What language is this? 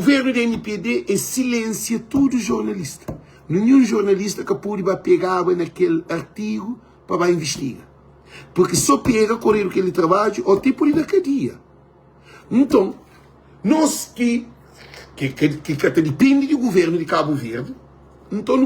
Kabuverdianu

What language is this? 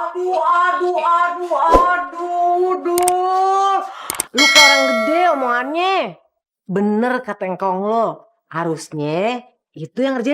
Betawi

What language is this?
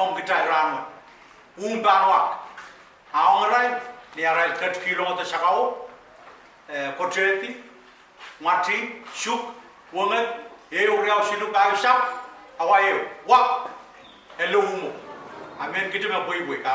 Pohnpeian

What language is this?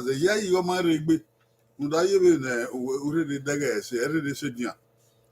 Bini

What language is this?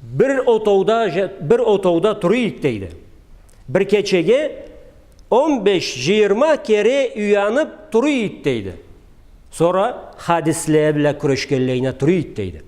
Karachay-Balkar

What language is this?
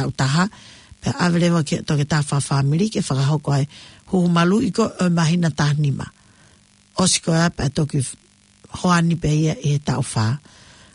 Tongan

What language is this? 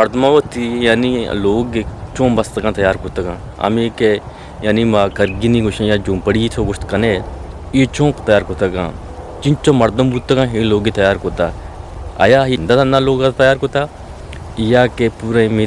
Eastern Balochi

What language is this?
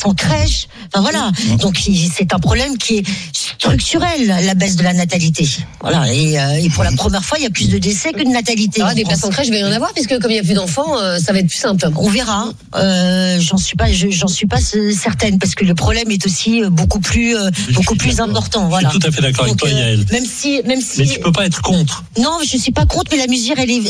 French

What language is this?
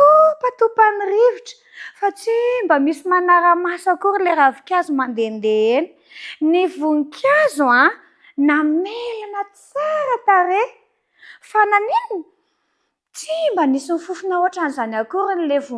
Malagasy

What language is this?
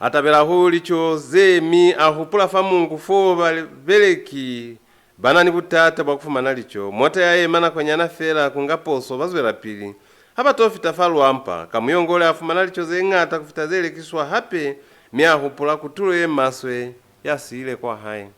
Lozi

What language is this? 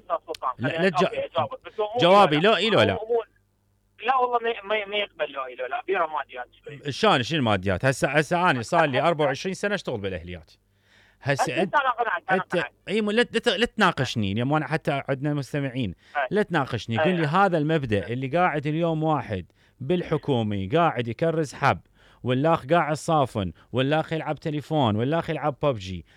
Mesopotamian Arabic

